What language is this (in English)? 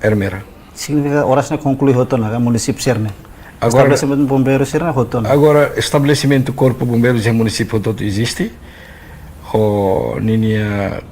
Tetum